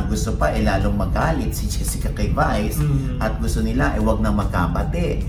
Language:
Filipino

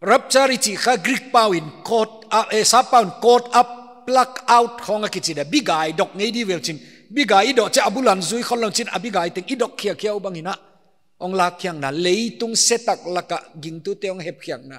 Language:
Paite Chin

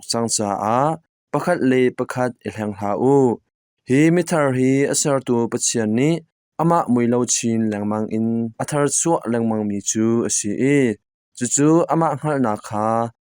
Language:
Hakha Chin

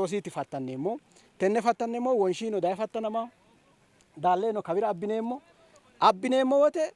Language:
Sidamo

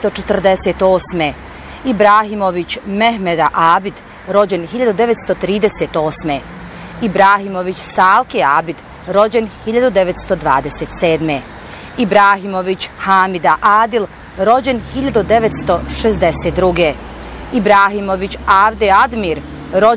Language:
Bosnian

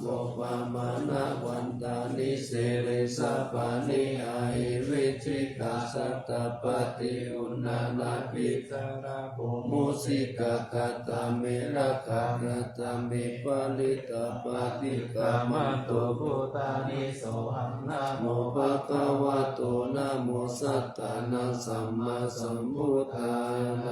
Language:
Pali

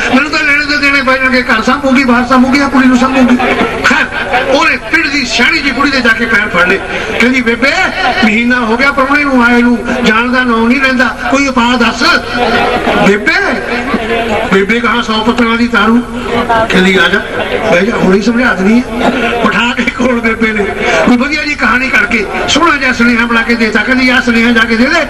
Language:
Punjabi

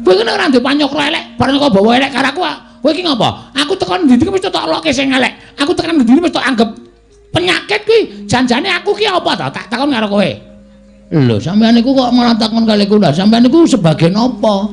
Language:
Javanese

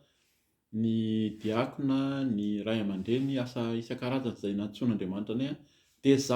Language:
Malagasy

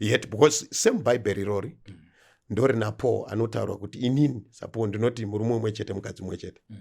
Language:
Shona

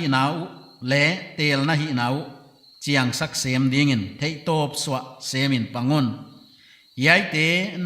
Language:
Paite Chin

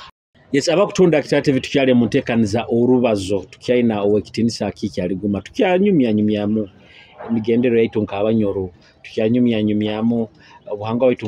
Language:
Nyoro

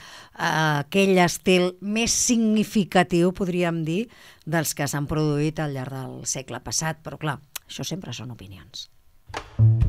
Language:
Catalan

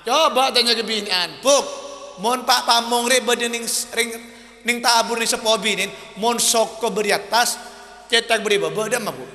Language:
Madurese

